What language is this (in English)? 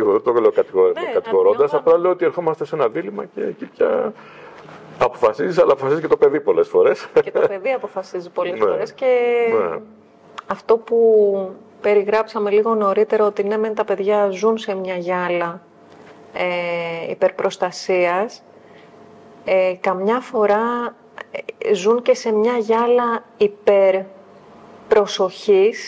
Greek